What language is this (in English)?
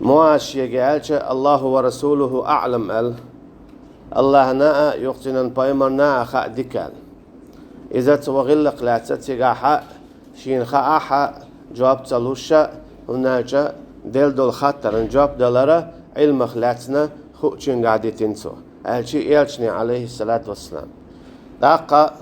Chechen